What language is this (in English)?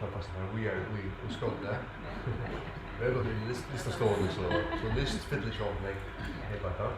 Faroese